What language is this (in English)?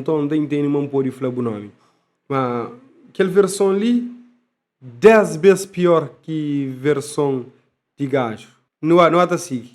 Kabuverdianu